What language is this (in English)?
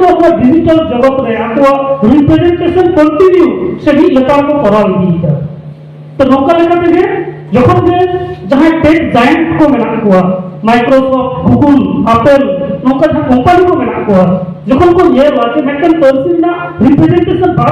Santali